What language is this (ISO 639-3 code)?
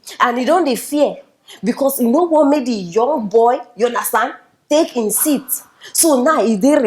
pcm